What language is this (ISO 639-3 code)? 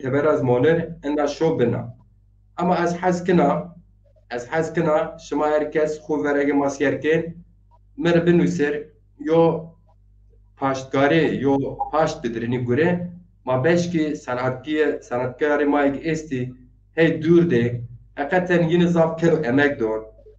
zza